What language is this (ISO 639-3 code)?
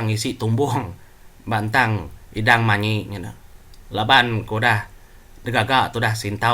iba